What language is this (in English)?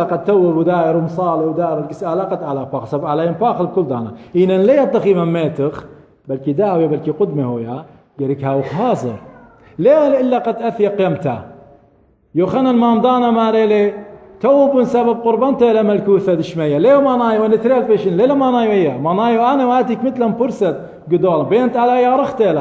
Assyrian Neo-Aramaic